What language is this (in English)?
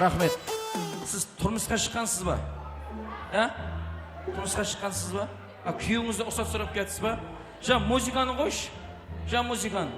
Kara-Kalpak